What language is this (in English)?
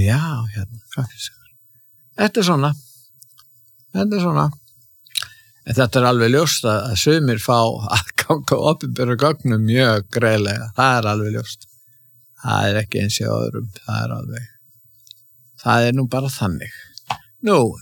Icelandic